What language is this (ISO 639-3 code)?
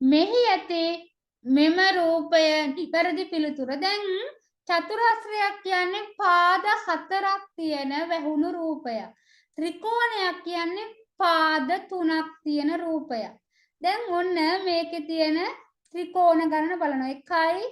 sin